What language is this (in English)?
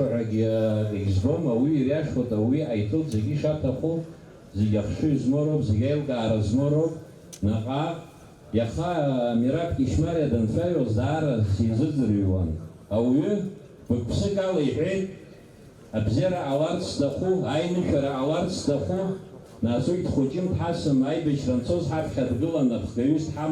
Abkhazian